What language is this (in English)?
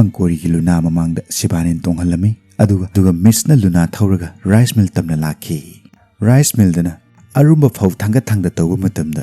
Manipuri